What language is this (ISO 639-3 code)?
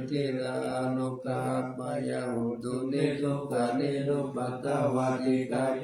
pli